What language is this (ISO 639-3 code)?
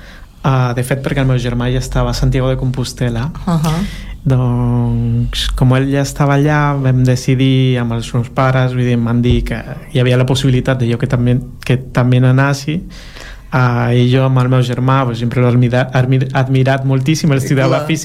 cat